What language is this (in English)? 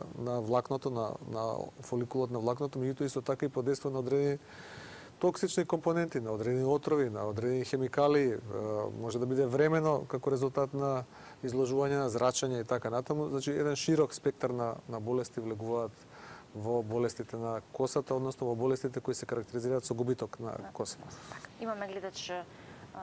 Macedonian